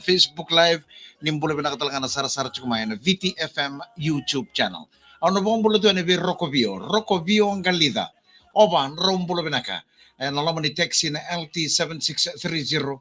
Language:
Fijian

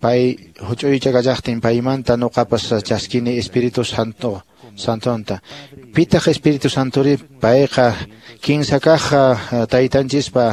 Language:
Quechua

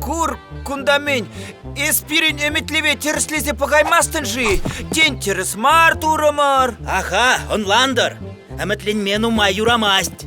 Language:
Chuvash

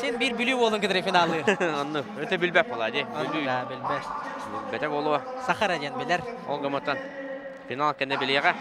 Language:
Yakut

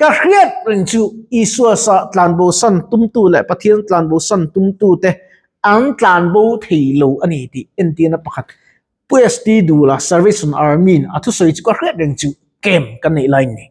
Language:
Mizo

